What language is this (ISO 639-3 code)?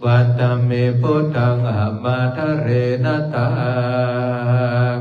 pli